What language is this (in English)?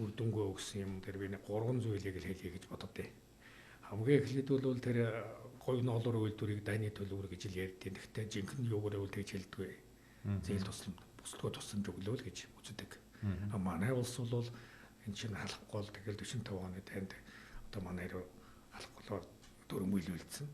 Mongolian